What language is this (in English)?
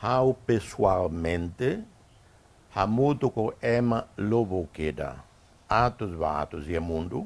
Tetum